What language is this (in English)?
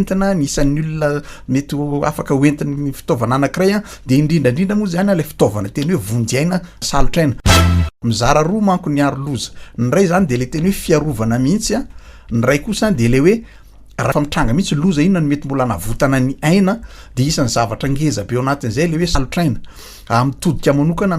Malagasy